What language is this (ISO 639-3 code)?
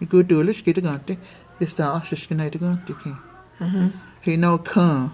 chr